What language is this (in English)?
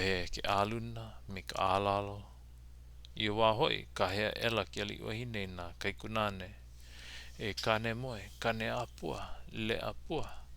Hawaiian